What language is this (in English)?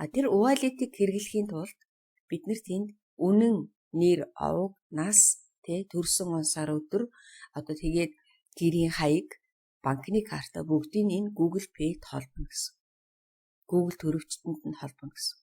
Mongolian